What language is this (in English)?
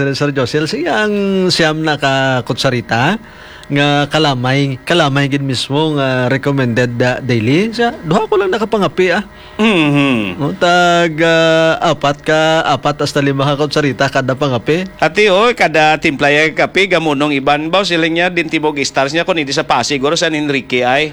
Hiligaynon